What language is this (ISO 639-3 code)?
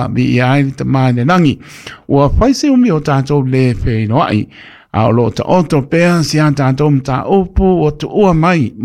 smo